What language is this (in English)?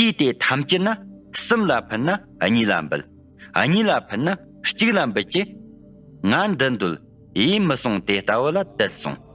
Tibetan